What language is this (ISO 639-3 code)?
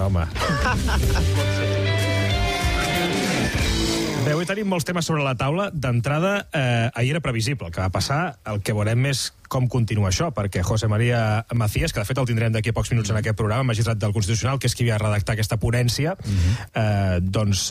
cat